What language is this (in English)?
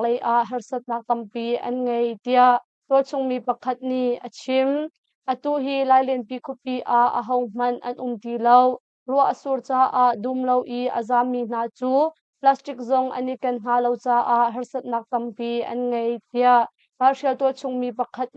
Hakha Chin